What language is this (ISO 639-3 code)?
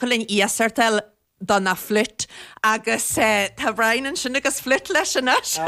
gle